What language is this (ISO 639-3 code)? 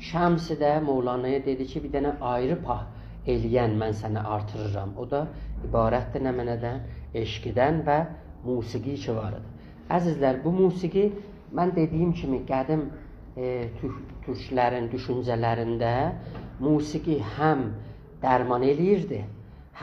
azb